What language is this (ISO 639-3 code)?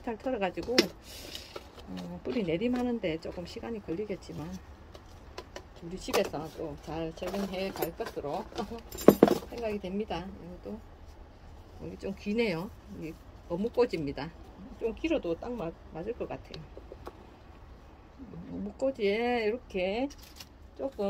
kor